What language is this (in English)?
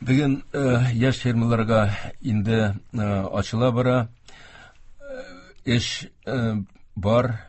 Tatar